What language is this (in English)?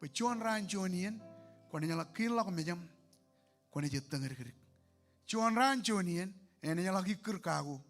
Marshallese